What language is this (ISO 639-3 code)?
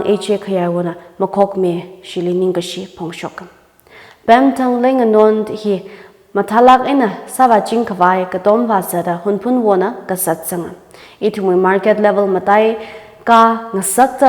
nmf